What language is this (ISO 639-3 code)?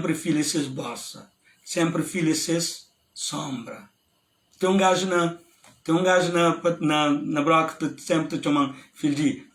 kea